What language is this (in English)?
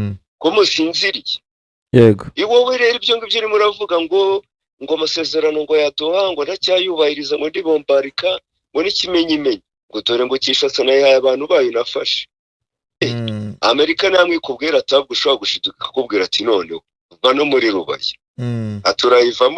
Kinyarwanda